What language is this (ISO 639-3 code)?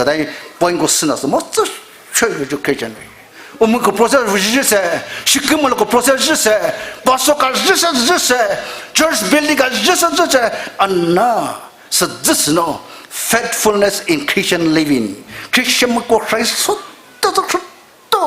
pmx